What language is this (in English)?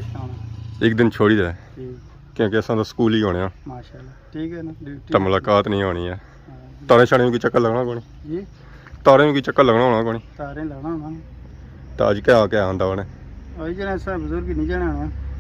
Pahari-Potwari